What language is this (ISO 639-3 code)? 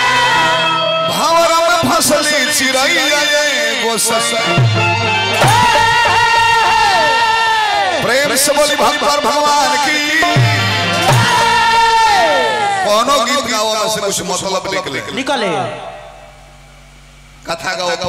bho